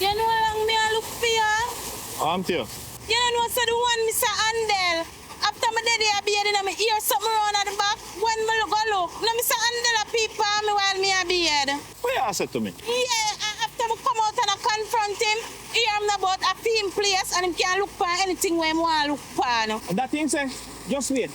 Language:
Jamaican Creole English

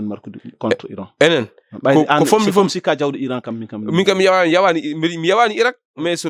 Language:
Fula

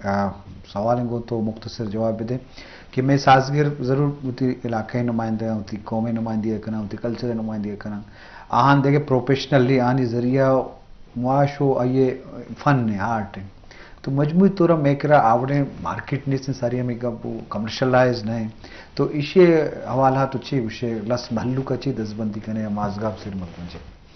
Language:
Eastern Balochi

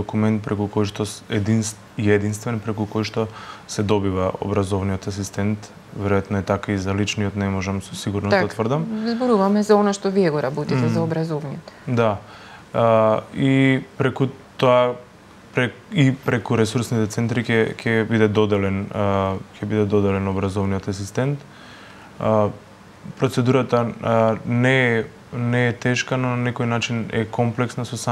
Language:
Macedonian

